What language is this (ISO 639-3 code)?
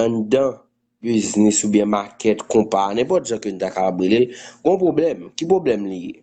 hat